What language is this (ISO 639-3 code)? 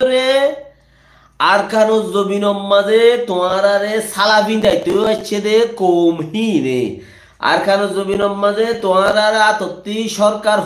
rhg